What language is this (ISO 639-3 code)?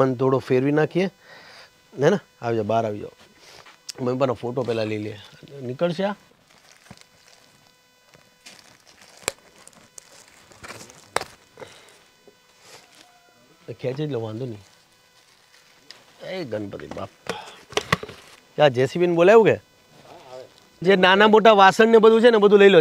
guj